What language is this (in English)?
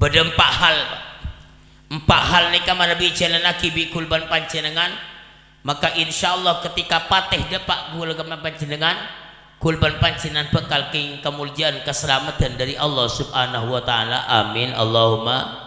Madurese